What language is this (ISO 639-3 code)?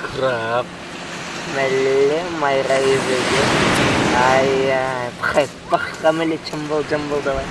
chv